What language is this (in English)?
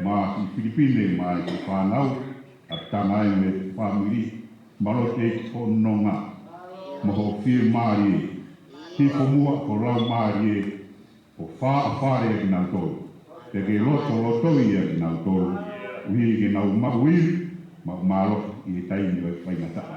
Tongan